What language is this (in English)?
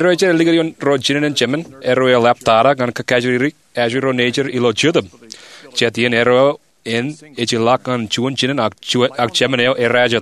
Marshallese